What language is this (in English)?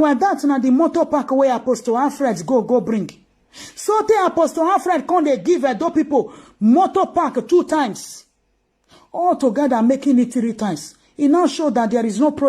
Nigerian Pidgin